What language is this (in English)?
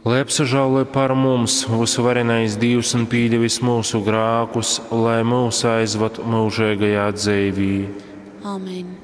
Latgalian